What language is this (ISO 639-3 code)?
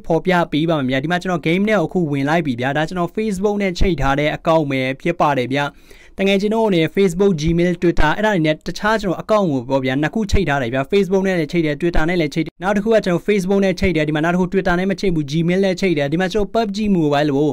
mya